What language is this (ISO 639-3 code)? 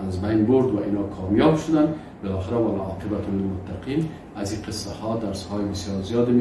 fas